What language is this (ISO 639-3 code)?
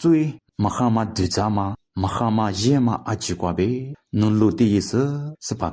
lis